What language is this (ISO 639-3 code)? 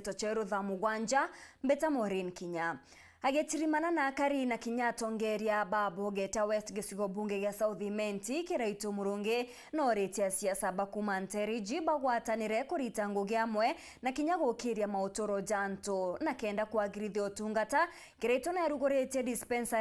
mer